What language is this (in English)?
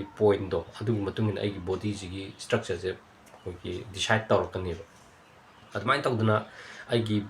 Manipuri